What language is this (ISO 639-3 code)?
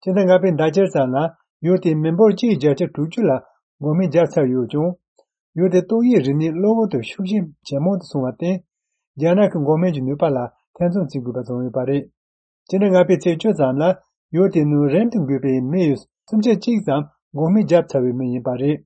bod